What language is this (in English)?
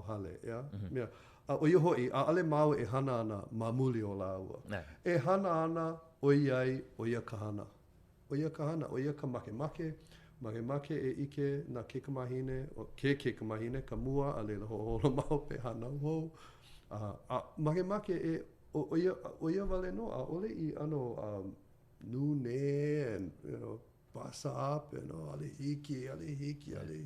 Hawaiian